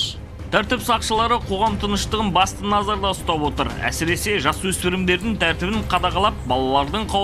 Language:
Kazakh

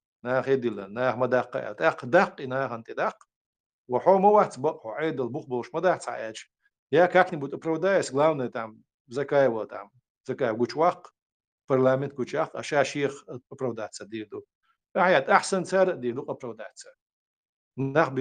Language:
Chechen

